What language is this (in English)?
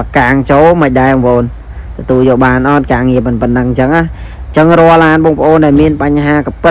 Khmer